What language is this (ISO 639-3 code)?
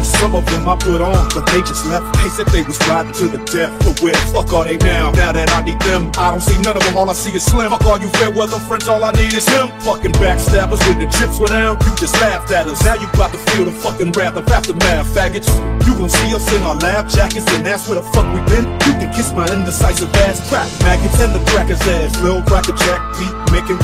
eng